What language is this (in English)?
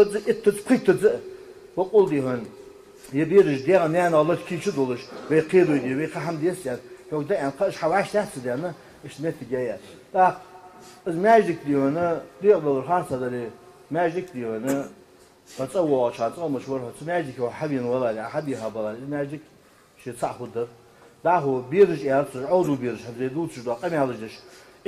Ingush